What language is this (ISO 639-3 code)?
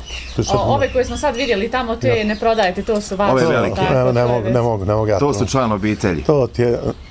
bos